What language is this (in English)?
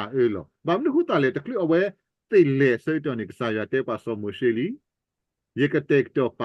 S'gaw Karen